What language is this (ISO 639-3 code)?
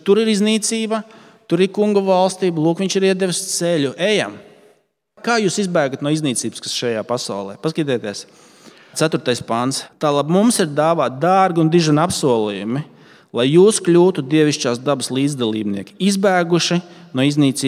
lav